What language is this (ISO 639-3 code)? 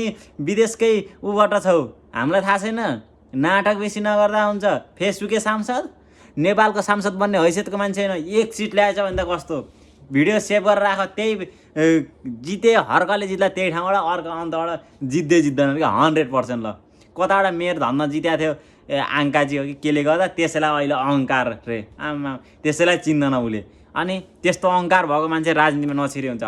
nep